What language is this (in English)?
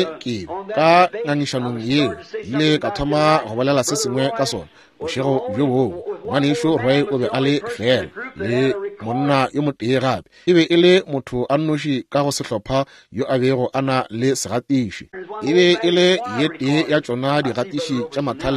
Northern Sotho